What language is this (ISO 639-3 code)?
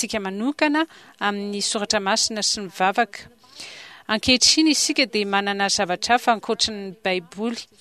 mlg